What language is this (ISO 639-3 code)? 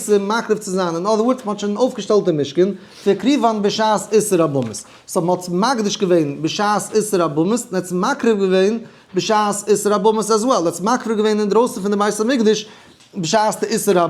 yid